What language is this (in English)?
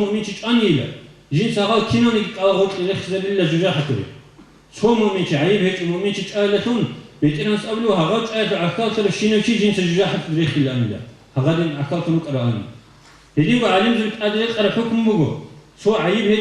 Avaric